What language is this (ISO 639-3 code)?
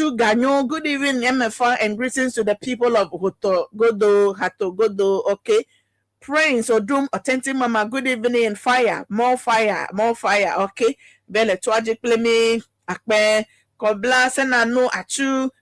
ewe